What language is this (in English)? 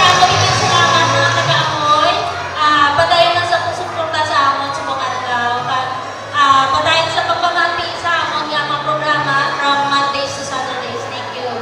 Hiligaynon